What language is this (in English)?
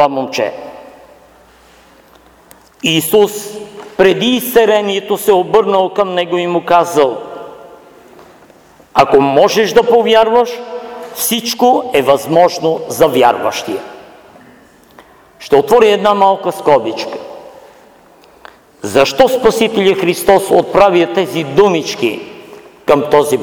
Bulgarian